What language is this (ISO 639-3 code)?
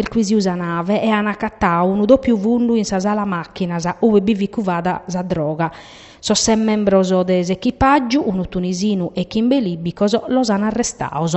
srd